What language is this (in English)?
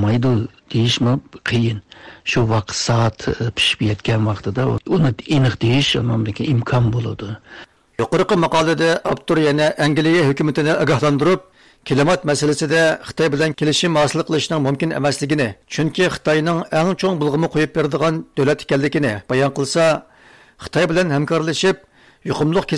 Uyghur